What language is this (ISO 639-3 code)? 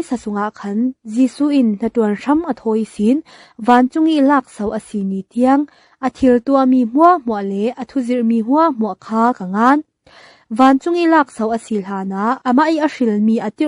cfm